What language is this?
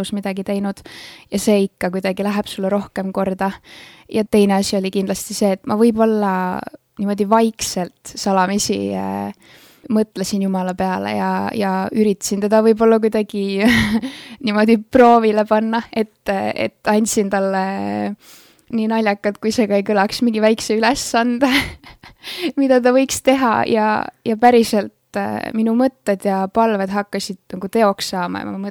Estonian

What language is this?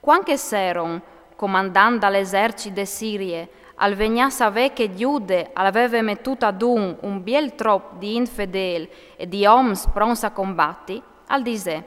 Friulian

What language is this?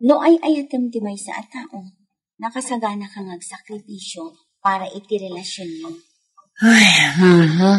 Iloko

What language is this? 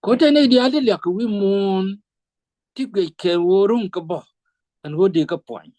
Nuer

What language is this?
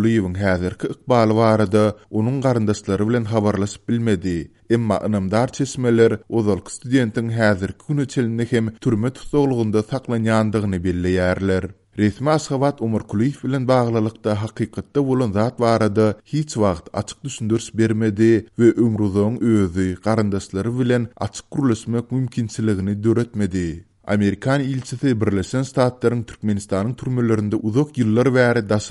Turkmen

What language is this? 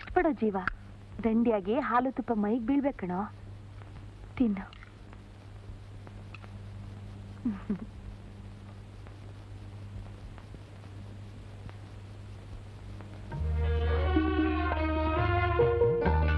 Kannada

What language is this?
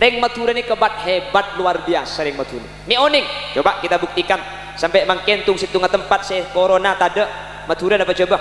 Madurese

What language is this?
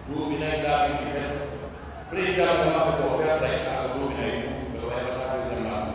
Pular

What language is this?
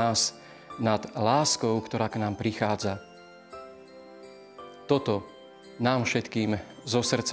Slovak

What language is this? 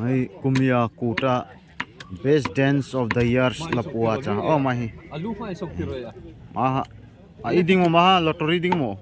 Darlong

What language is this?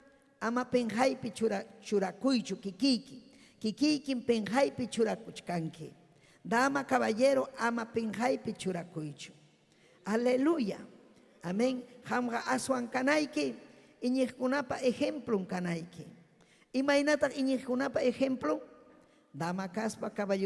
Ayacucho Quechua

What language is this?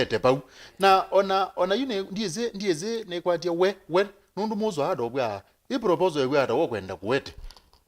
Kamba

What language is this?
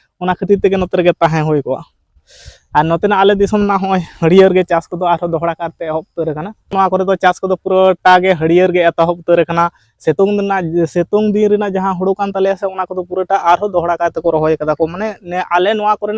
Santali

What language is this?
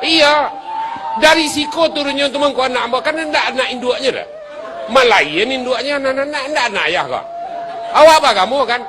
Minangkabau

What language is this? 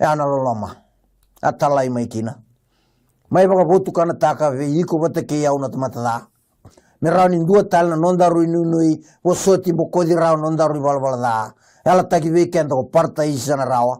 Fijian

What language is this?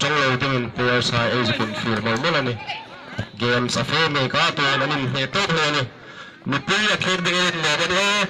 Hmar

